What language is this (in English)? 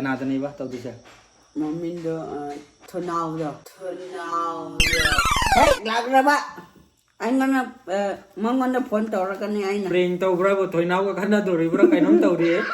Manipuri